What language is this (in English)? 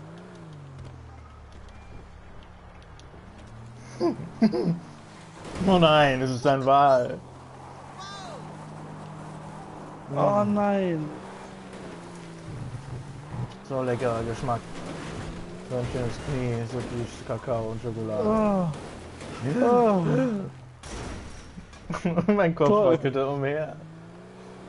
German